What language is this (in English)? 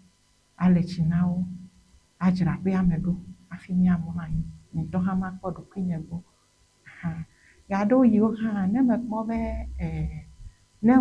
Ewe